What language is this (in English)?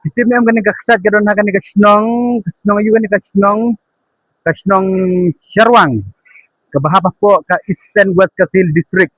Khasi